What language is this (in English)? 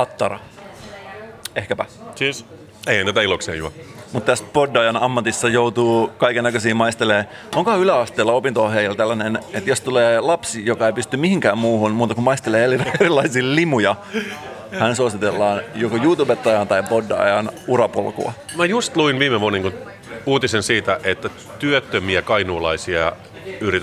Finnish